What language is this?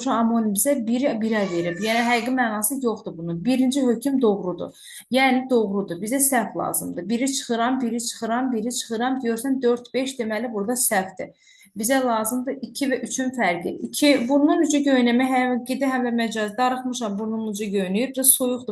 Azerbaijani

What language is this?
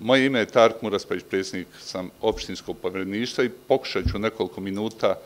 Bosnian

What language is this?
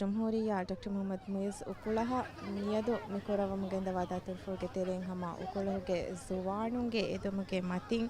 Divehi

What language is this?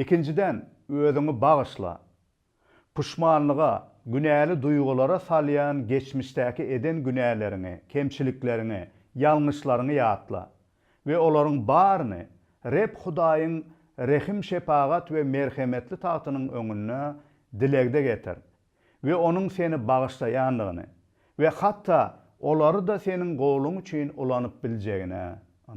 Turkmen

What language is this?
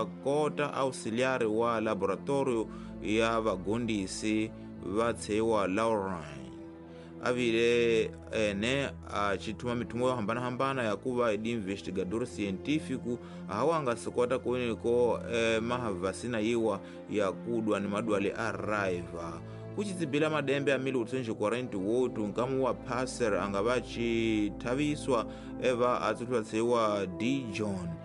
Tsonga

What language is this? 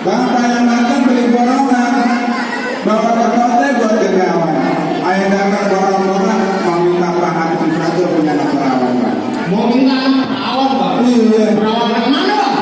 Betawi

